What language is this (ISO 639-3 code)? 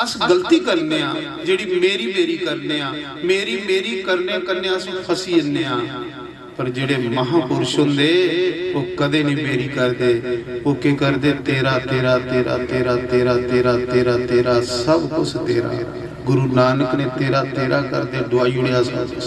doi